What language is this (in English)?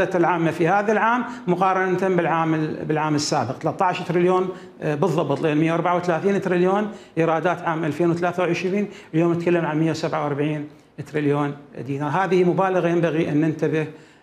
Mesopotamian Arabic